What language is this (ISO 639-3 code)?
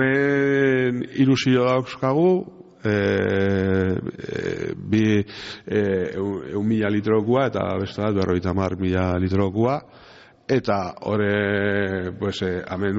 eus